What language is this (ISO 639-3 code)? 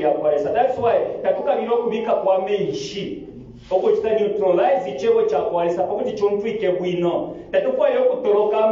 bem